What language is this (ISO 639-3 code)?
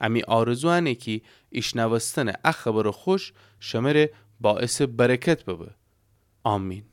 glk